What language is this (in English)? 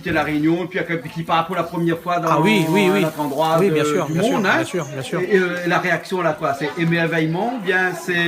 Réunion Creole French